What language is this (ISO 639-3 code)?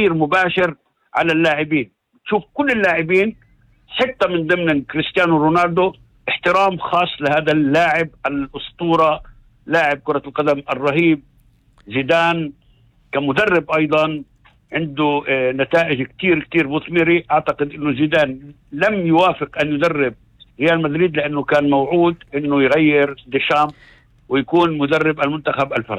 apc